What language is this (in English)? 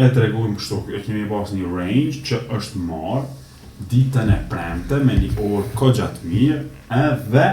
Albanian